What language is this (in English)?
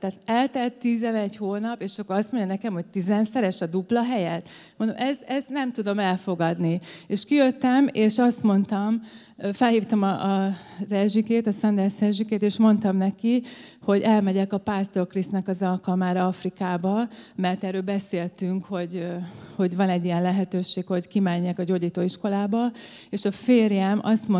Hungarian